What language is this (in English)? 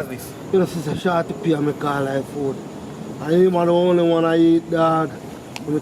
Jamaican Creole English